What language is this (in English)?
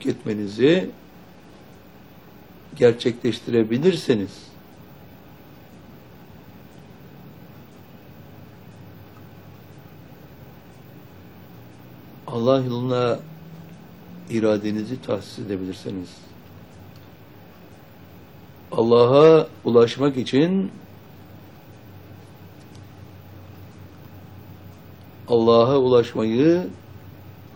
Turkish